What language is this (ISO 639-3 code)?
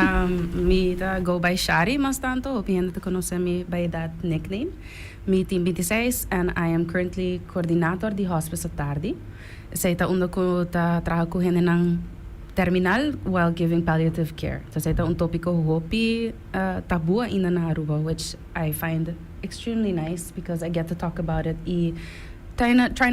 pap